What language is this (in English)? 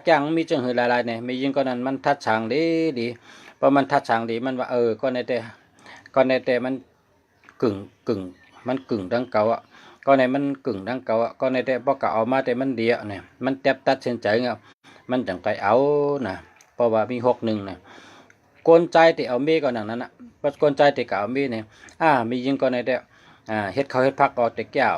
Shan